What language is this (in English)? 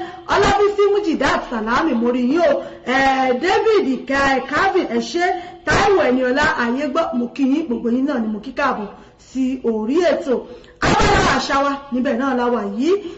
Yoruba